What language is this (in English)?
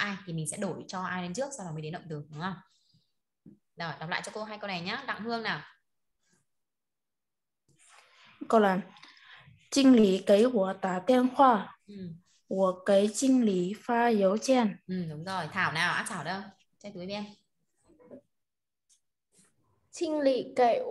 Vietnamese